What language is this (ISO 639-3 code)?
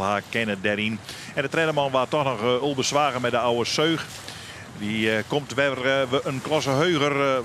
fry